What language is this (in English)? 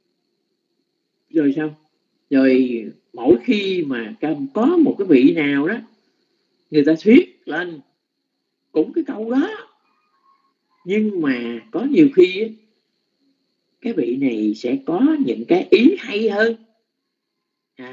Vietnamese